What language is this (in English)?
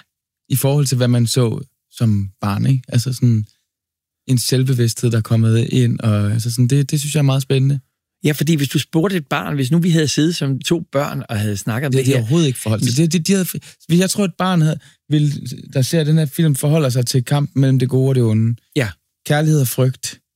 Danish